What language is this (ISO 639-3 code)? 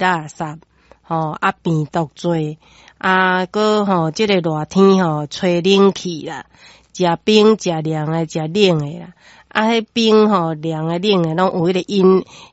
nan